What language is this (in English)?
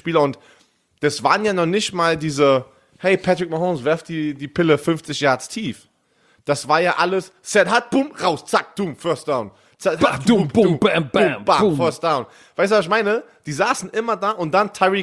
German